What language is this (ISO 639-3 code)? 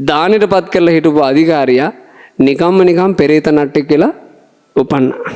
sin